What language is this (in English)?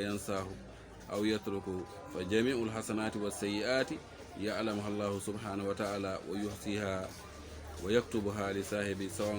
Fula